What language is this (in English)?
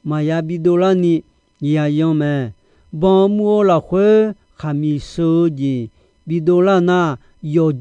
Akha